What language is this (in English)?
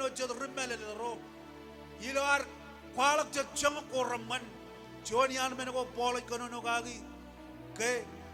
Marshallese